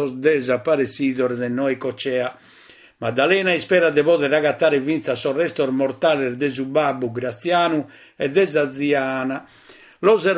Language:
Sardinian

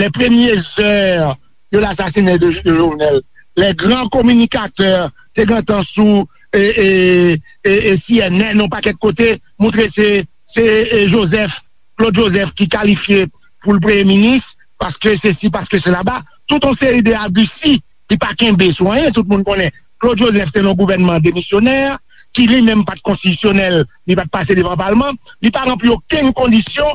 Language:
Haitian Creole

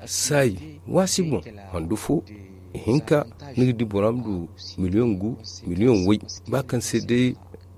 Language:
Zarma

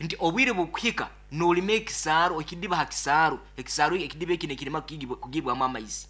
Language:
Nyoro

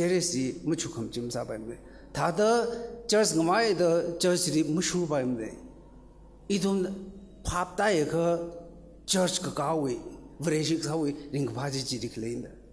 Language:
Tangkhul Naga (India)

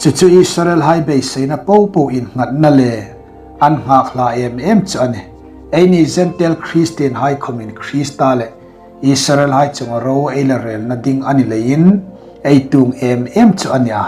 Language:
Hmar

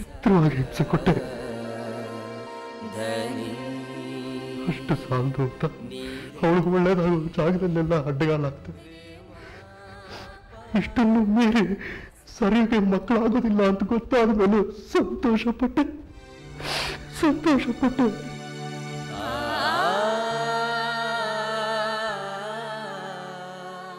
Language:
Kannada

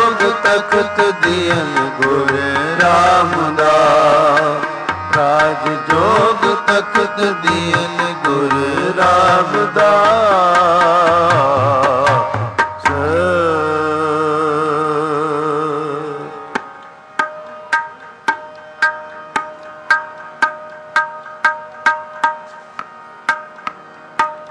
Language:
Punjabi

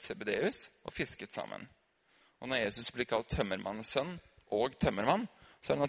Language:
Norwegian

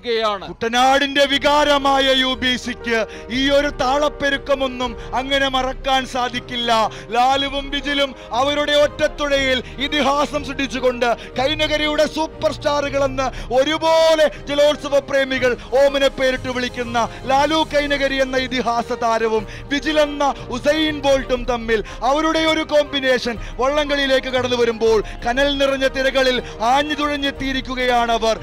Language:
Malayalam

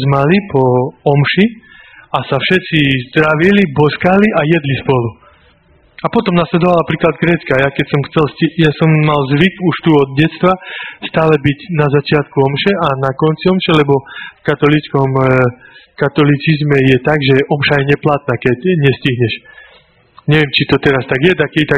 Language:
Slovak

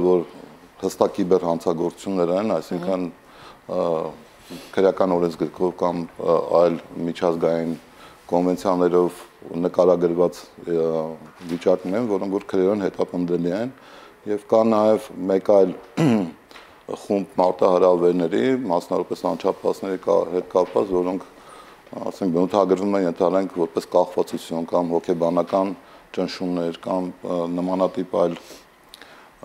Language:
Armenian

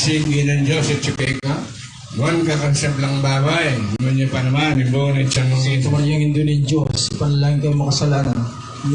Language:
Pampanga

